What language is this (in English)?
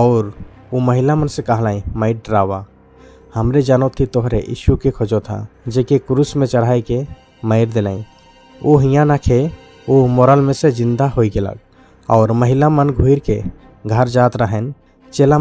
Sadri